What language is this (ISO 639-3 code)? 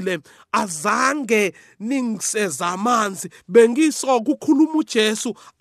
nbl